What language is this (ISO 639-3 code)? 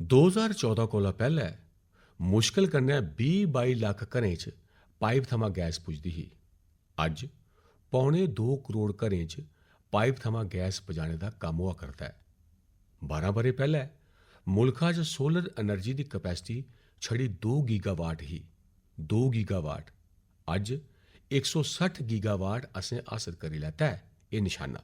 doi